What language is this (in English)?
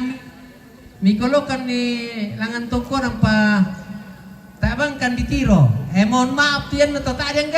Toraja-Sa'dan